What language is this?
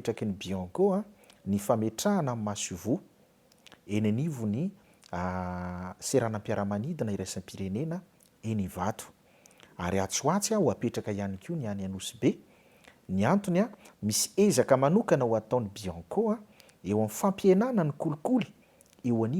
Malagasy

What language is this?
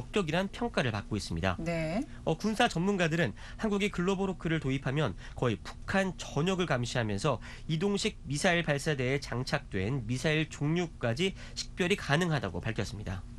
Korean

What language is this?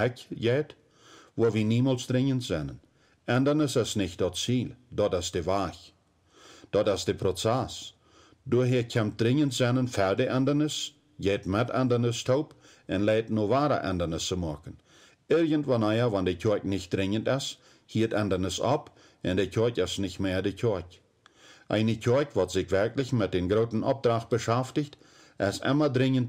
Plautdietsch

